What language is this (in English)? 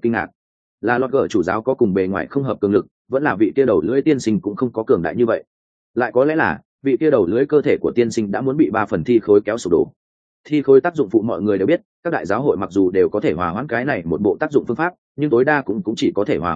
Vietnamese